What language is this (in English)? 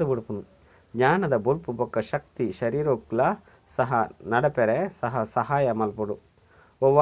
Tulu